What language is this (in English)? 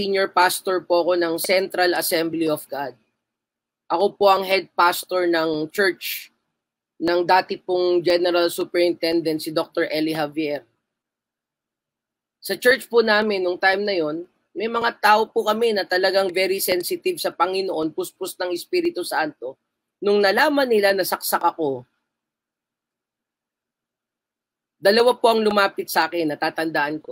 Filipino